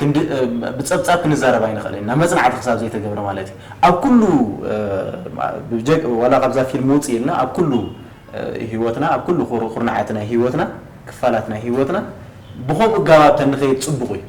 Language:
Tigrinya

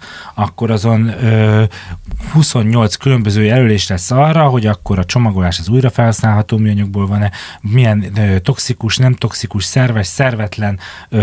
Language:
Hungarian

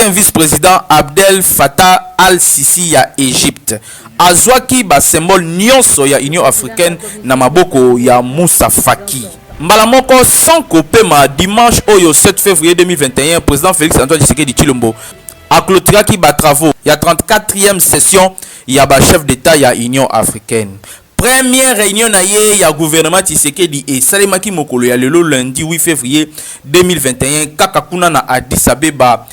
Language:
Lingala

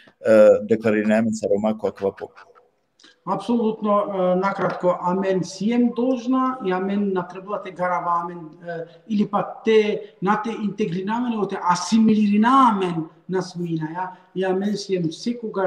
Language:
Balkan Romani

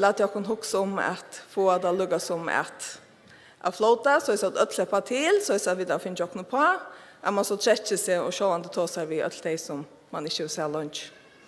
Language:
Faroese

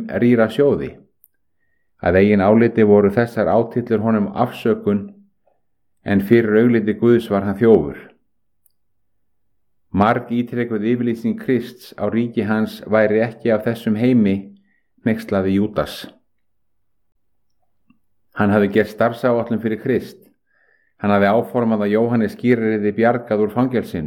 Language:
Icelandic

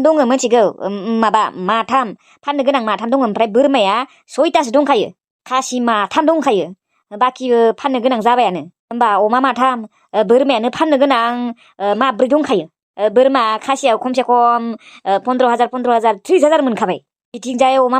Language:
Bodo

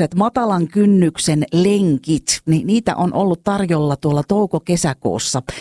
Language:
Finnish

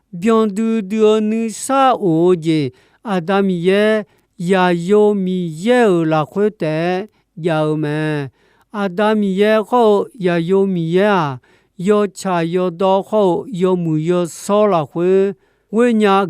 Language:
Akha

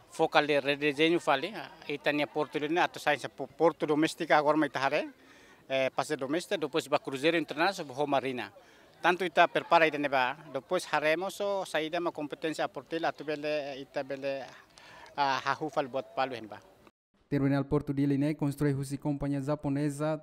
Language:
Tetum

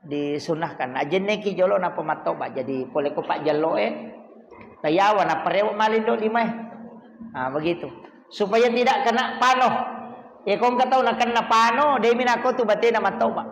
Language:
Buginese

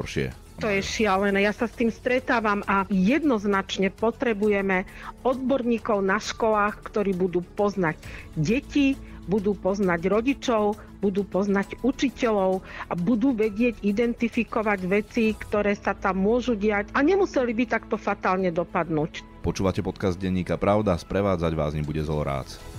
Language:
Slovak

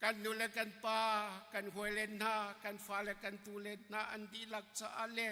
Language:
Hakha Chin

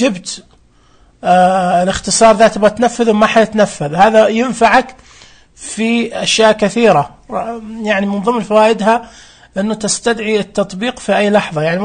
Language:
Najdi Arabic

